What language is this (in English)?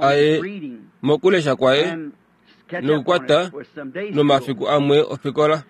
Kuanyama